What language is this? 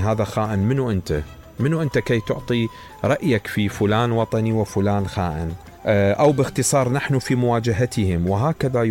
Mesopotamian Arabic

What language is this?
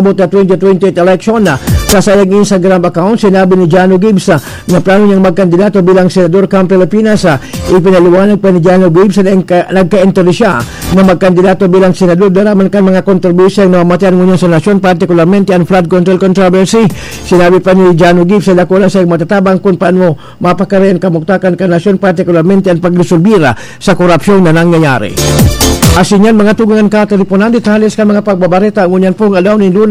Bikol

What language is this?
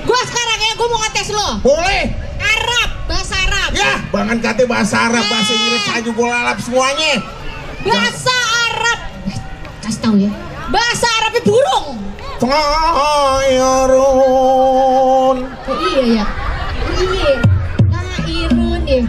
Betawi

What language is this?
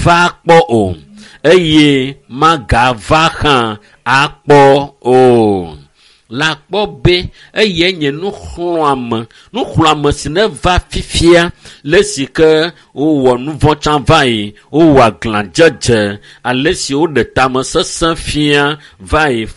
Ewe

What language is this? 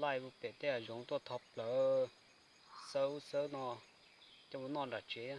Hmong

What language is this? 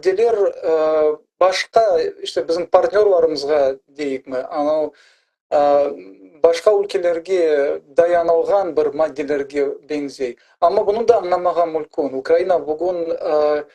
Crimean Tatar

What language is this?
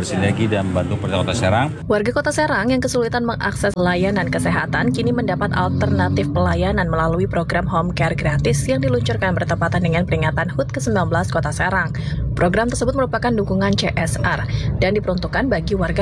Indonesian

